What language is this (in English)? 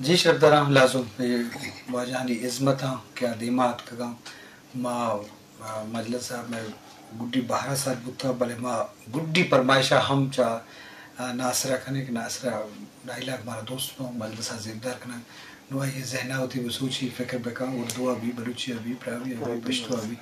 Eastern Balochi